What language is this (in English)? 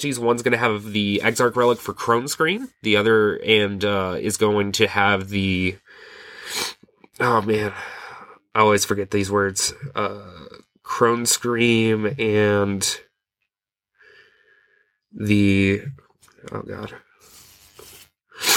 English